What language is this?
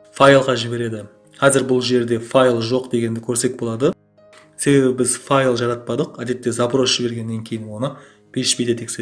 Kara-Kalpak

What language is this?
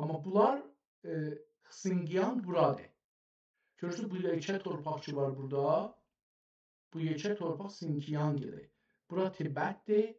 South Azerbaijani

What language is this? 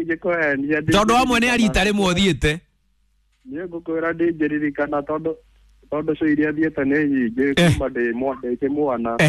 Kikuyu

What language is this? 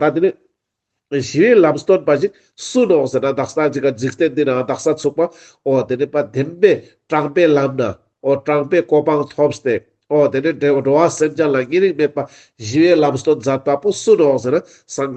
Ladakhi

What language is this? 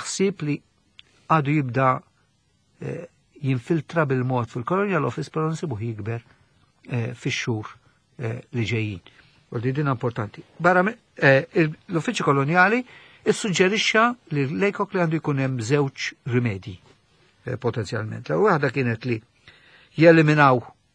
Maltese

